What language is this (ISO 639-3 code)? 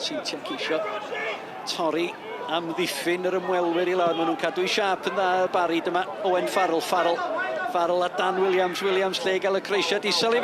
cym